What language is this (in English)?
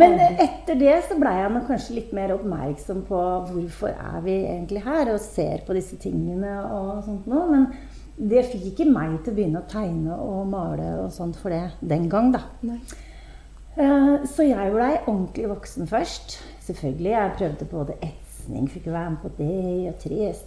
Norwegian